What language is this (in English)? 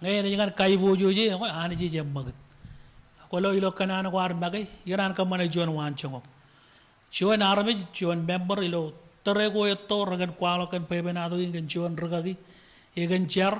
Marshallese